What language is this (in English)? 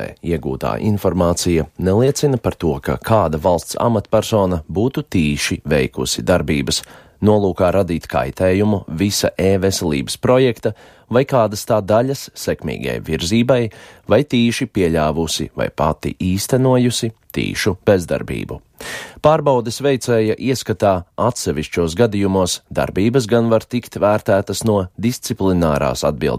Latvian